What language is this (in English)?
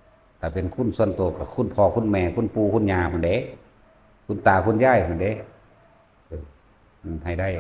Lao